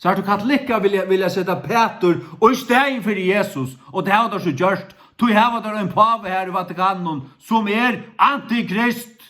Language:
Faroese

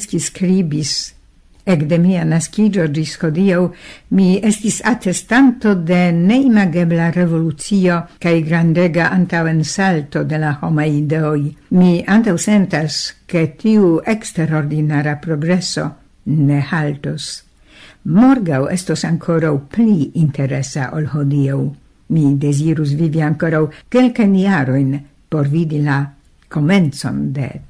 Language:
Esperanto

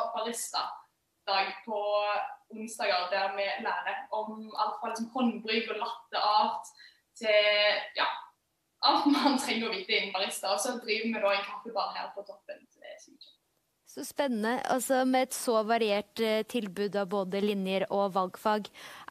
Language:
Norwegian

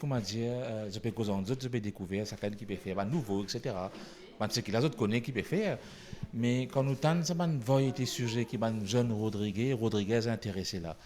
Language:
Morisyen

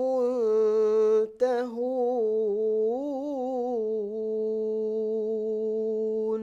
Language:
Divehi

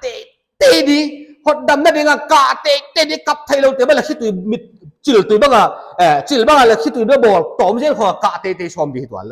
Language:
Paite Chin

